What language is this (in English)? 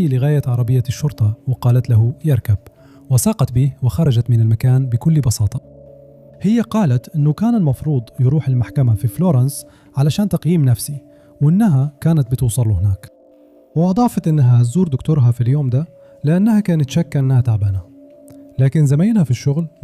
Egyptian Arabic